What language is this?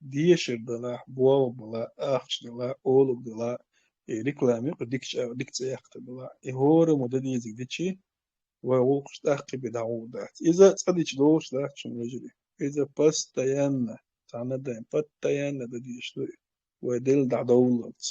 Chechen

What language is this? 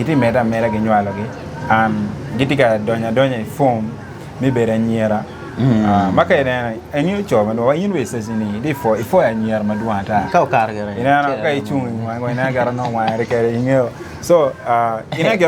Acoli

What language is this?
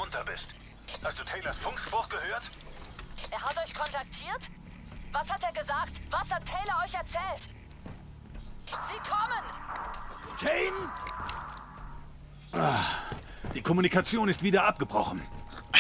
German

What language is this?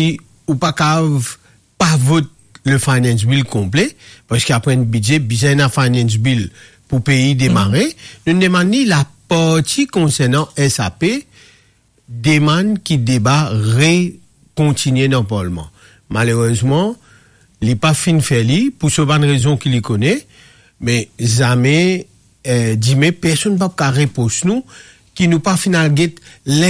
Morisyen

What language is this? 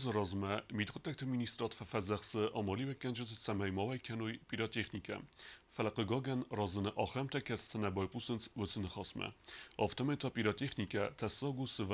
Ossetic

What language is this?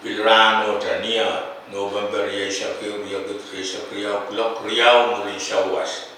Pohnpeian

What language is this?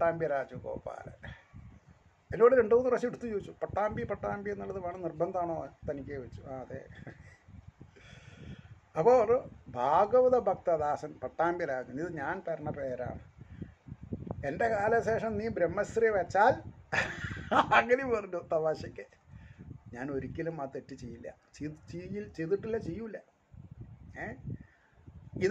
Malayalam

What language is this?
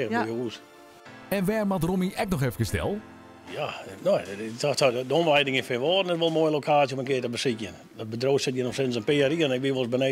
Western Frisian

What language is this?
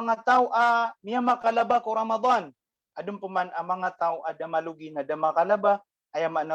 Maranao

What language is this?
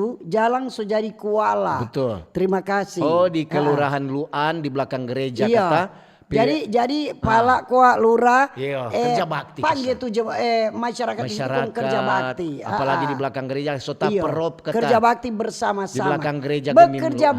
Manado Malay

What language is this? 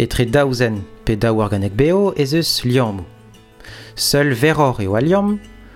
Breton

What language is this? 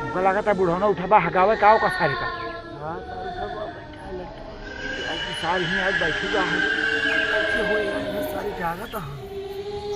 Awadhi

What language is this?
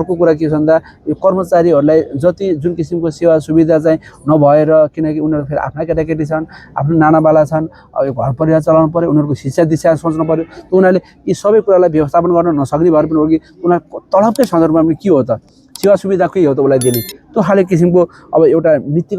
Nepali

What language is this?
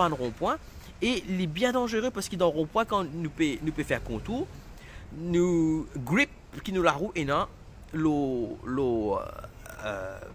Morisyen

